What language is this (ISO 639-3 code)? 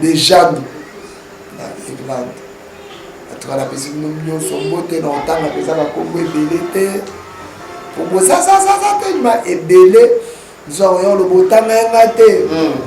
lin